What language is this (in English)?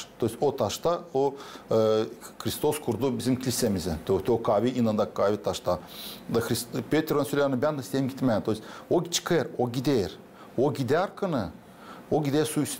Gagauz